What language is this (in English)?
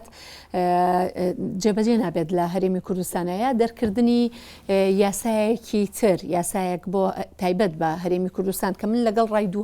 Central Kurdish